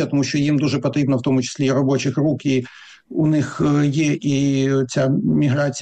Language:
Ukrainian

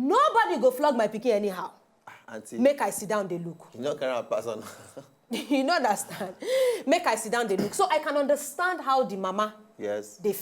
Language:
Nigerian Pidgin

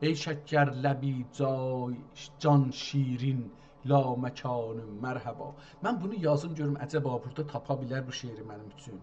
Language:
South Azerbaijani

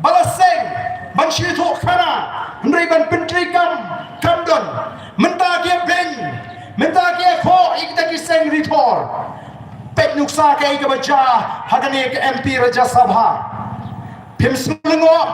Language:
Khasi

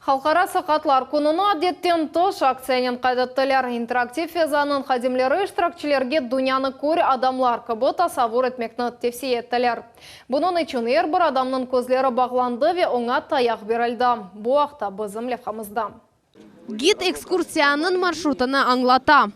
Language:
Crimean Tatar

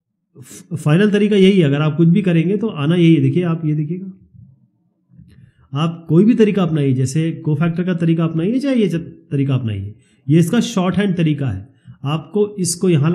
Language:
Hindi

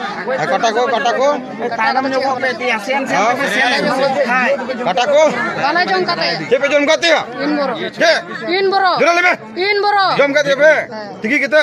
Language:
Santali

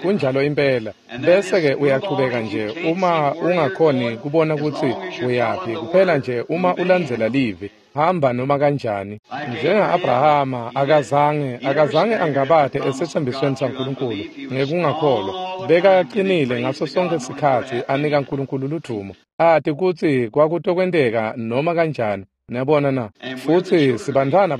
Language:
Swati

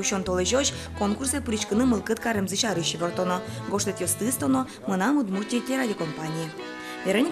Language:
Udmurt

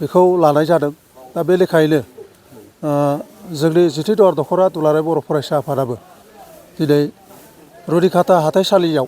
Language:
Bodo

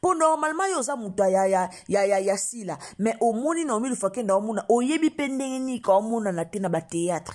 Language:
Lingala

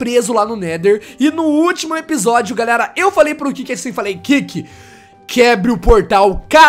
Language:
Portuguese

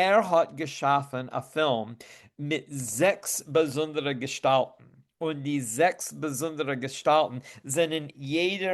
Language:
Yiddish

